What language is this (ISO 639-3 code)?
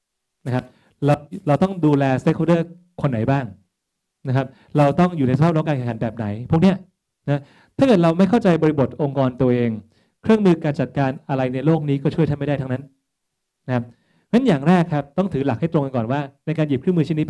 tha